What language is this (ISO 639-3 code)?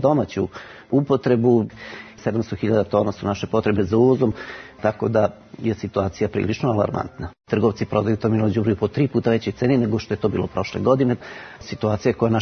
srp